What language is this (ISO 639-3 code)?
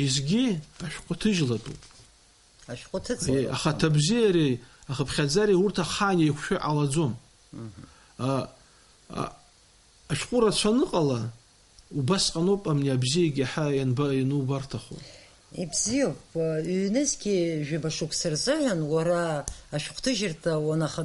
abk